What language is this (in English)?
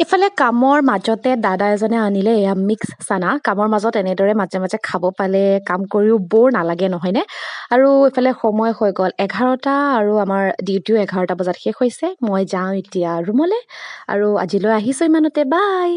Assamese